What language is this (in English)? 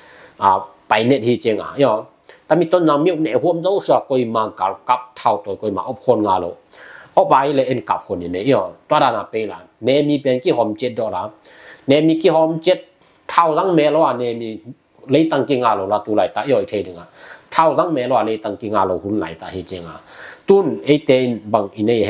Tedim Chin